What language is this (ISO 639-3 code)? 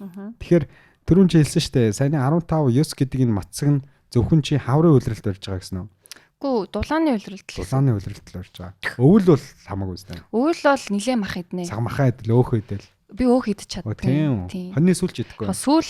mon